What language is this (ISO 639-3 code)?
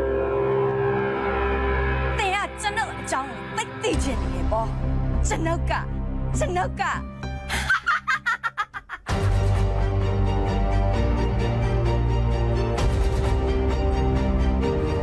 mya